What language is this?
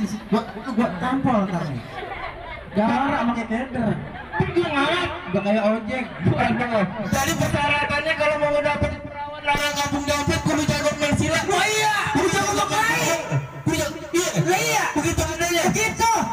Betawi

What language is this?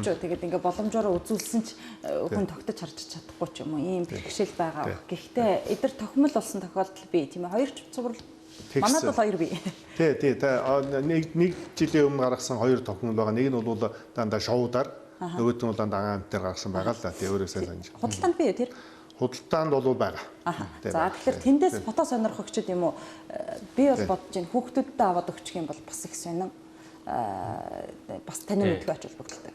Mongolian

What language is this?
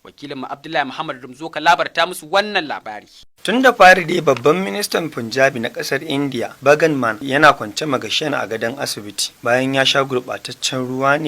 Hausa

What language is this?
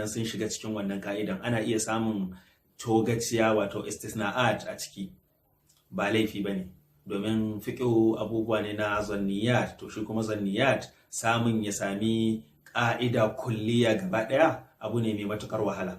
Hausa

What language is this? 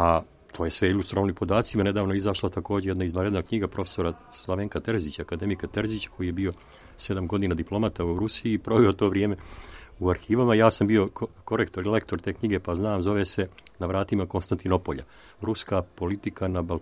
Serbian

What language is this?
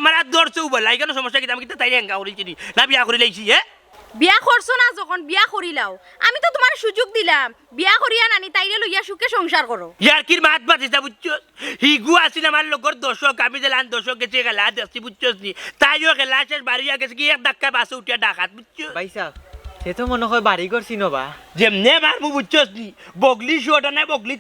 Sylheti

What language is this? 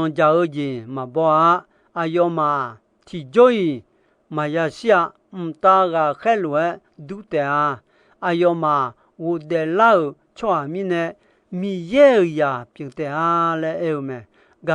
Akha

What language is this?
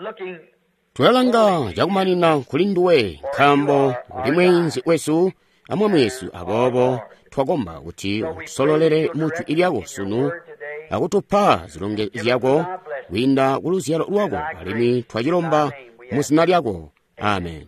Tonga (Zambia)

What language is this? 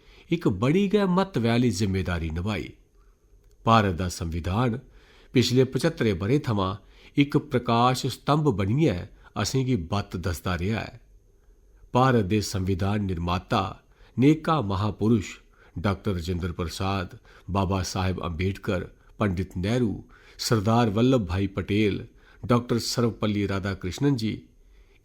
Dogri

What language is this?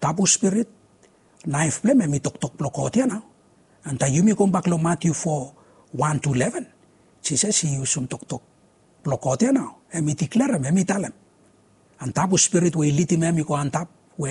Bislama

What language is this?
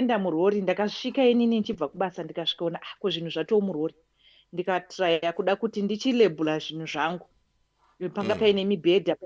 Shona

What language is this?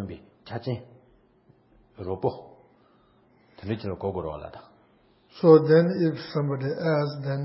English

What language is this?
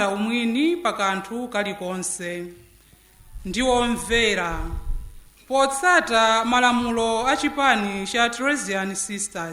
Nyanja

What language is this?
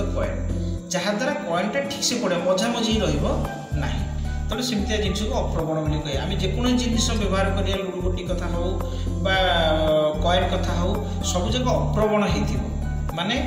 Odia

